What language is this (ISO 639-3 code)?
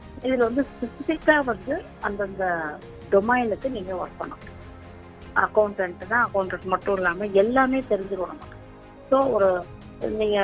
tam